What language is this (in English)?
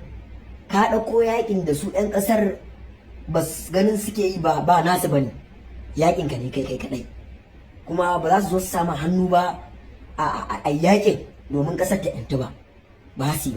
Hausa